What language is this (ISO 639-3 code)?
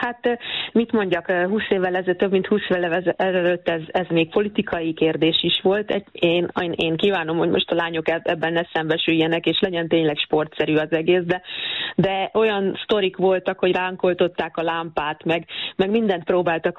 hun